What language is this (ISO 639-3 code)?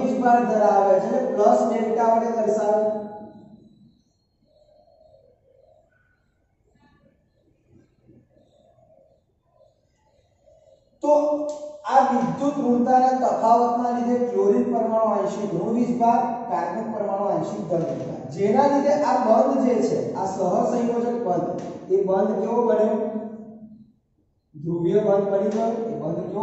guj